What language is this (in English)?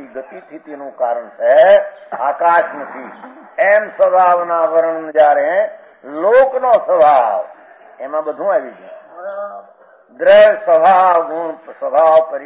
Gujarati